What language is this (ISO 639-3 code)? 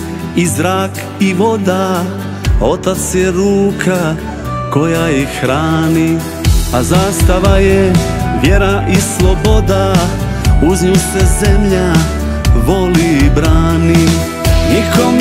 hrv